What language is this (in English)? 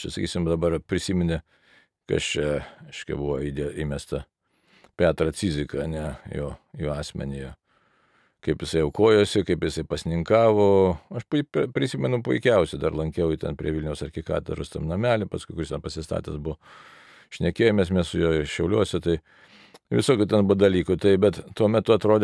Lithuanian